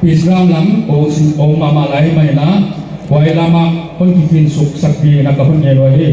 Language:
Paite Chin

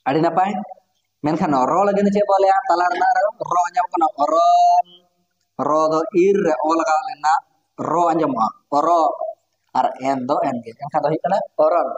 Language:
Santali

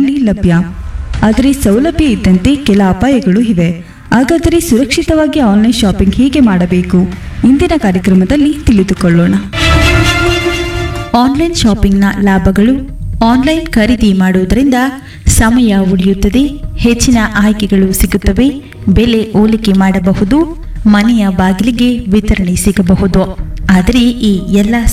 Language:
Kannada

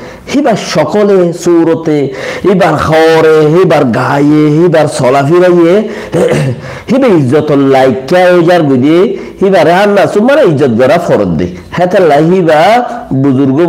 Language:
Rohingya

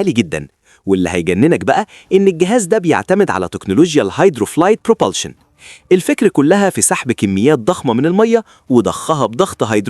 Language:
Egyptian Arabic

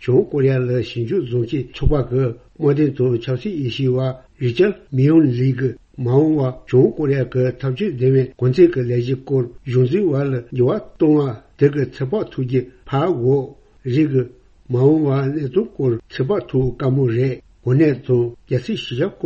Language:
Tibetan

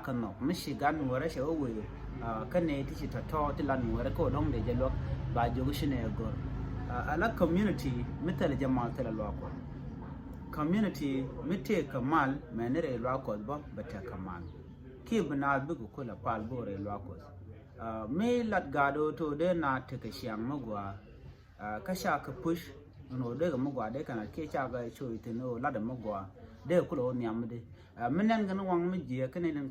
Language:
Nuer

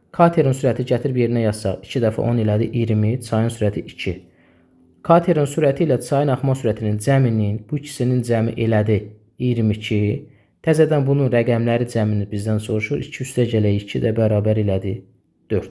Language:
Azerbaijani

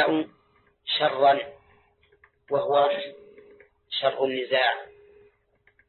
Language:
Arabic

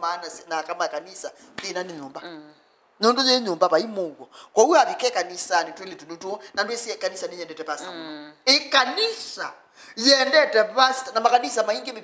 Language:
Kamba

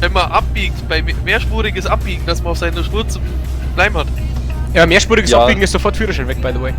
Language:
Bavarian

